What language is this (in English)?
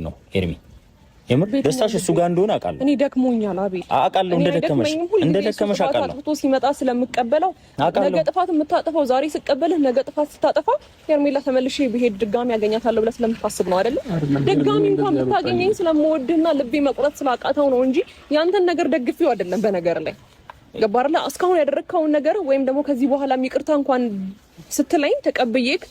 Amharic